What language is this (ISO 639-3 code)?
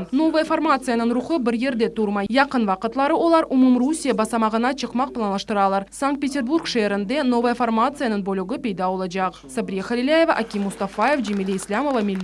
crh